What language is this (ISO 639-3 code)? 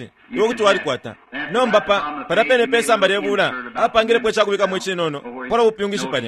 bem